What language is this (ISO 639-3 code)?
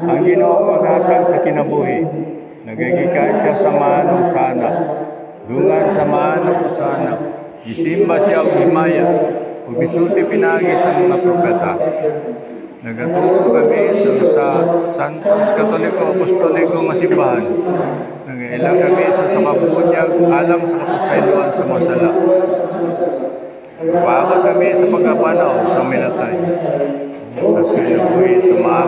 ceb